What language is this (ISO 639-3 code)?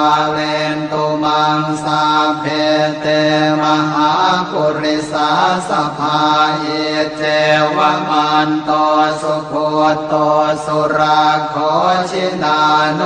pli